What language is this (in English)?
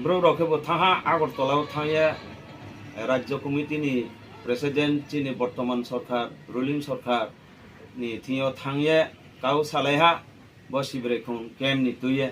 Riang (India)